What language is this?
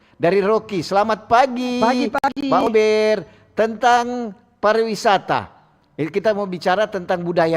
Manado Malay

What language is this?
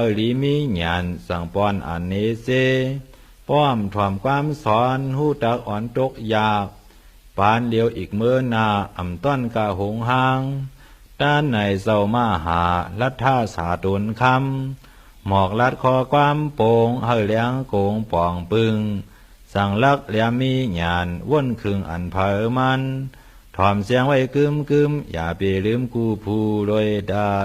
Shan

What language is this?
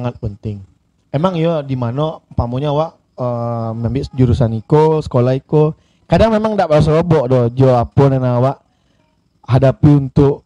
Minangkabau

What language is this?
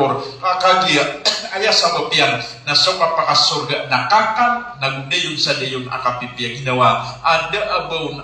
Maranao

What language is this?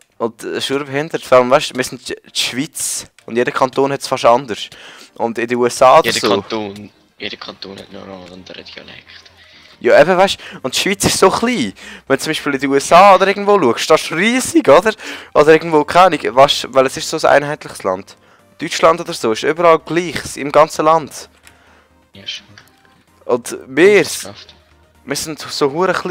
Swiss German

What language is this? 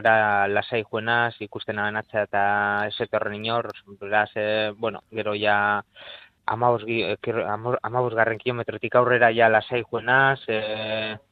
Basque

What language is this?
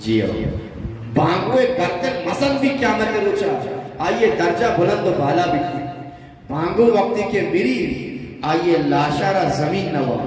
Eastern Balochi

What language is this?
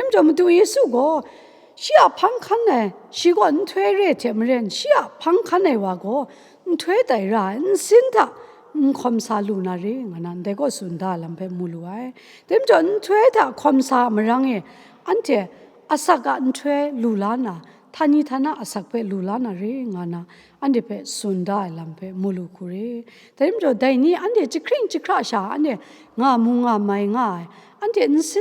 Kachin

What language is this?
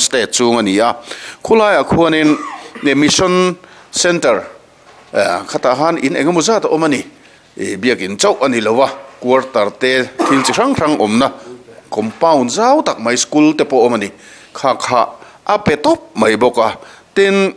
Mizo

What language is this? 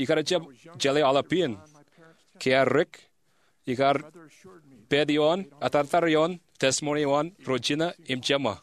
Marshallese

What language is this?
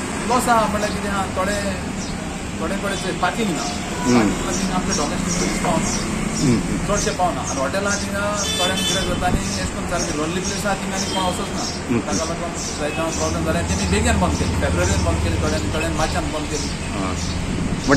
Konkani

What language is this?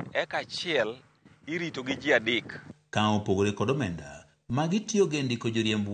Luo (Kenya and Tanzania)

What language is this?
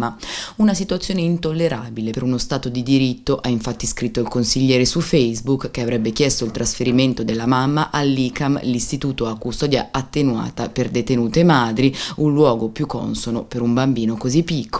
Italian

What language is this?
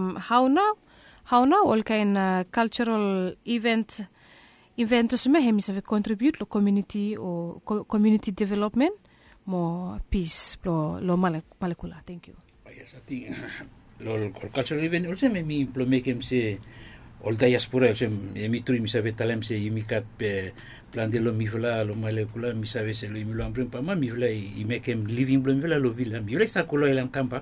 Bislama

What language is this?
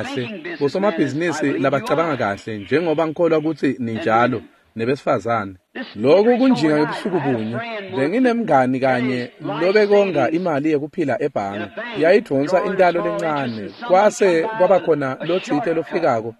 Swati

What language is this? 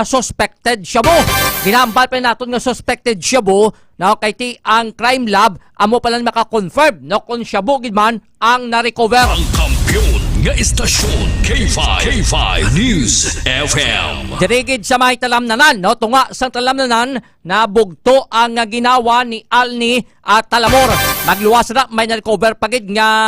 Hiligaynon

